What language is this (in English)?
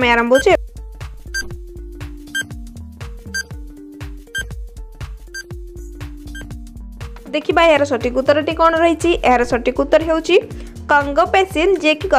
Odia